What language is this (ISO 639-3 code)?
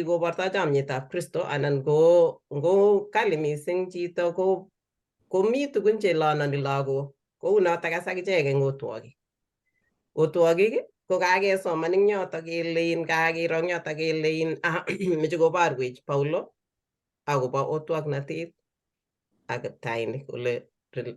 kln